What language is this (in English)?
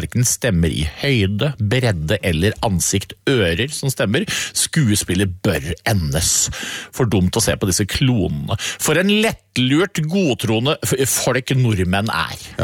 Norwegian